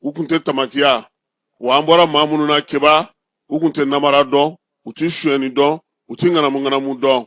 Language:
Bambara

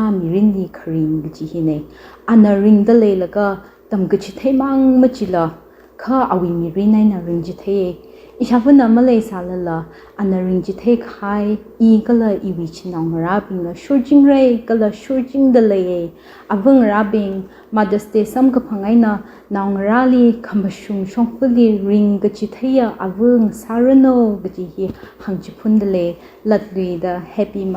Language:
Tangkhul Naga (India)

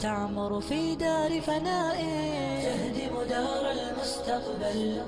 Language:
Bosnian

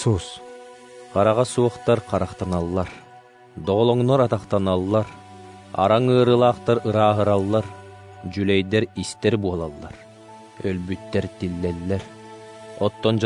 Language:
Yakut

